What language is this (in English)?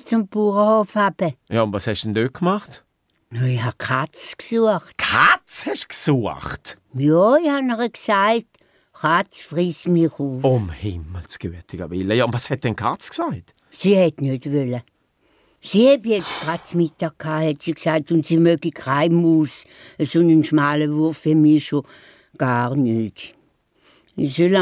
Swiss German